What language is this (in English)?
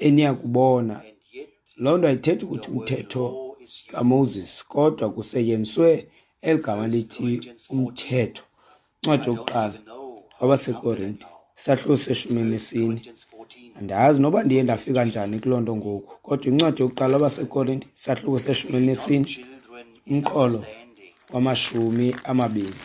Xhosa